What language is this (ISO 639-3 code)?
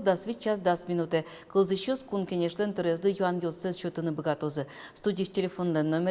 udm